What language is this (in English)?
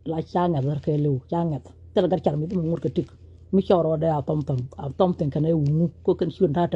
Nuer